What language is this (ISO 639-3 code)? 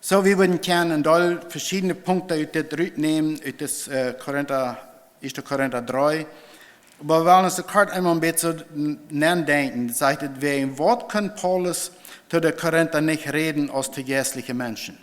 pdt